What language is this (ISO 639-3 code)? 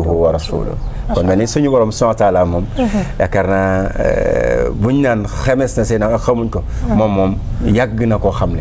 wol